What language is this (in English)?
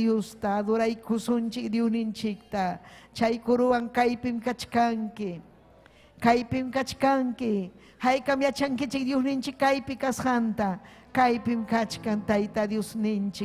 Ayacucho Quechua